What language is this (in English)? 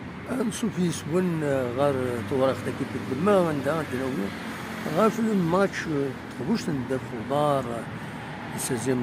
Kabyle